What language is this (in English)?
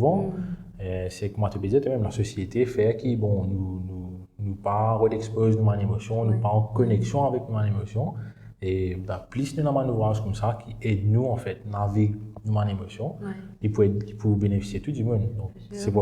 Morisyen